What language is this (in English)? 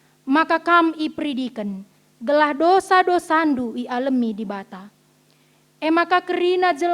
Batak Karo